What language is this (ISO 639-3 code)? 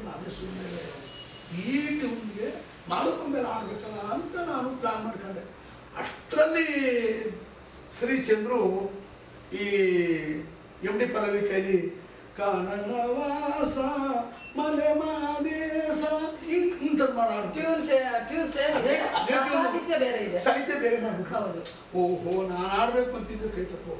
kan